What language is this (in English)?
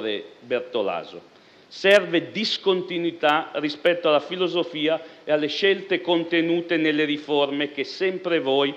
Italian